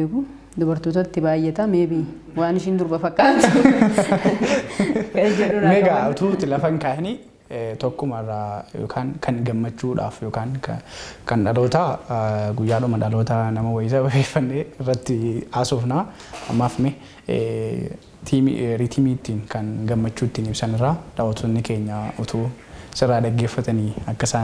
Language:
Oromo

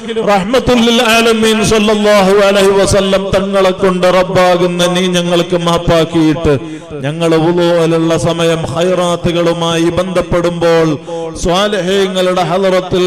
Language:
Malayalam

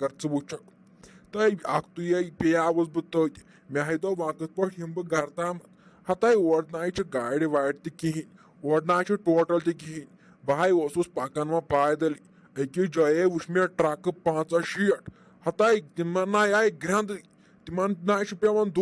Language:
Kashmiri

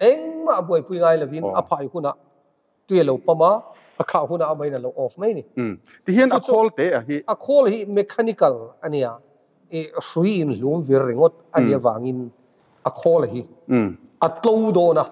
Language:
Mizo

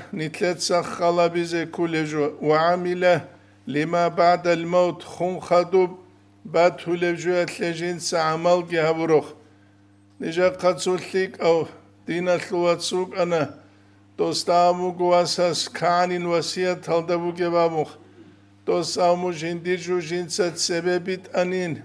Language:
Avaric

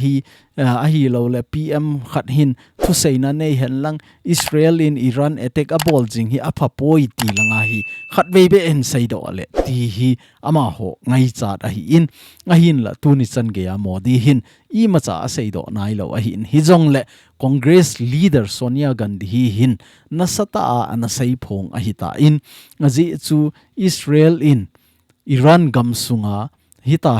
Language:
Thado Chin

